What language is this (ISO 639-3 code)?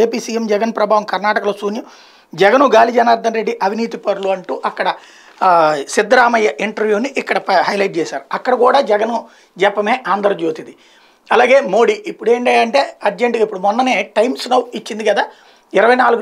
tel